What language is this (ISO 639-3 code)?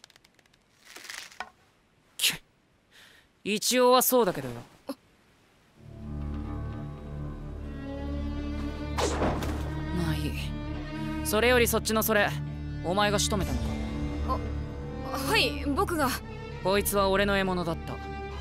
jpn